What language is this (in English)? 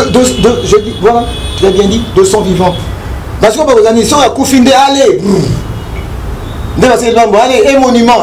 French